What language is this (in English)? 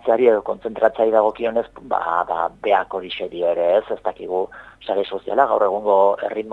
Basque